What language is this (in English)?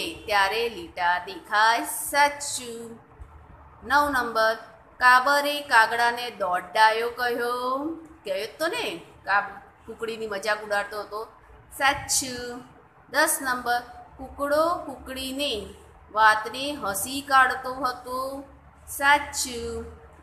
Gujarati